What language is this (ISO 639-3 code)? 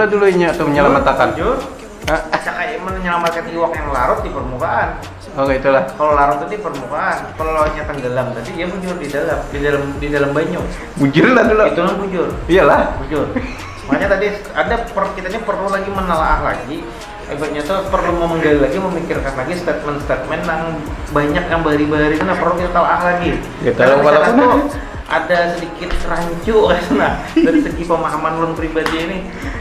bjn